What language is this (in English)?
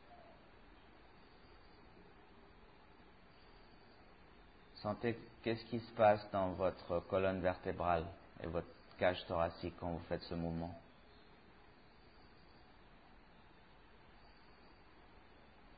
French